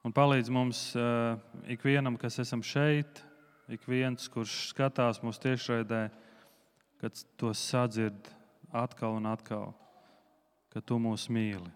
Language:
Latvian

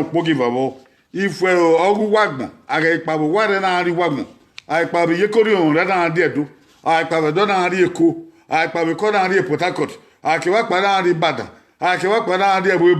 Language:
Bini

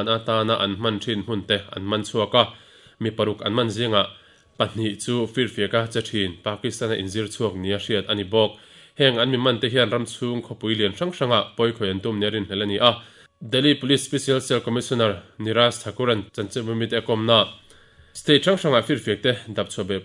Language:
Mizo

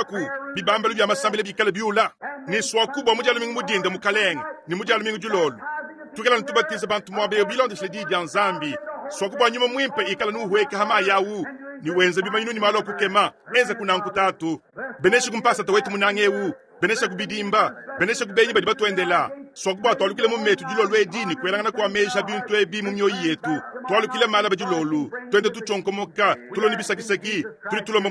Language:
Luba-Lulua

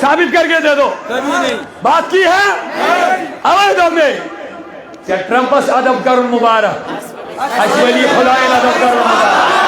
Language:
Kashmiri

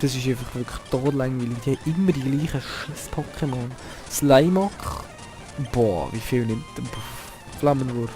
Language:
Swiss German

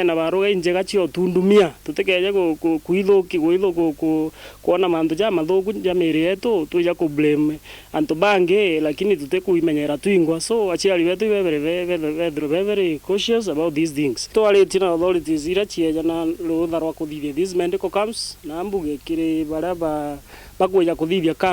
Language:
Meru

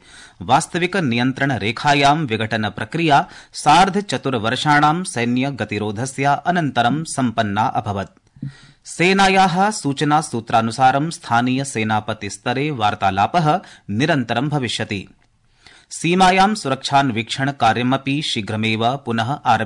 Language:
Sanskrit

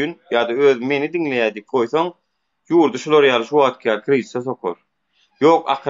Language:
Turkmen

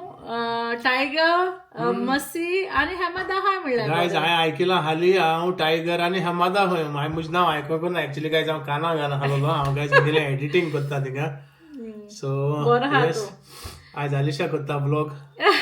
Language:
Konkani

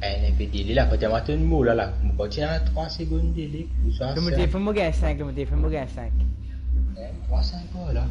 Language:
Morisyen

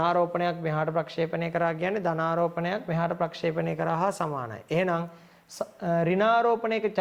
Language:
Sinhala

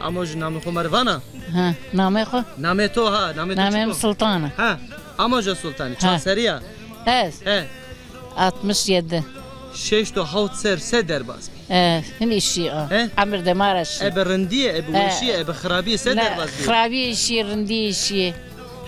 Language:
Zaza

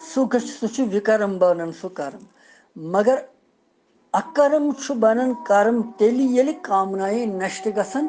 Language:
Kashmiri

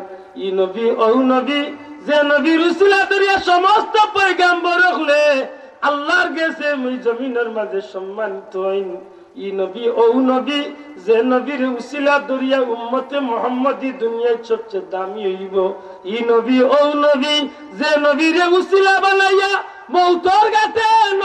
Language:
Sylheti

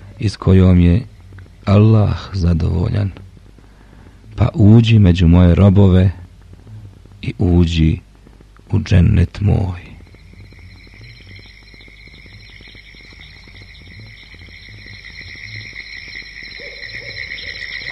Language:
Bosnian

